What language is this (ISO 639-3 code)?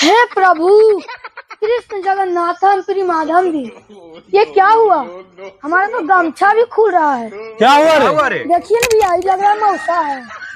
mag